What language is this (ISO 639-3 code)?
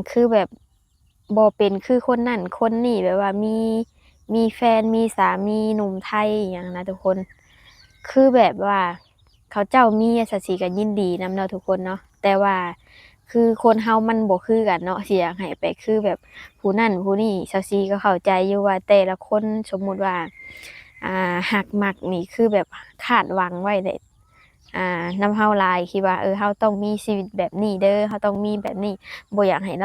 lao